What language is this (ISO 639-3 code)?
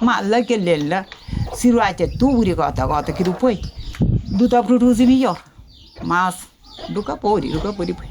kea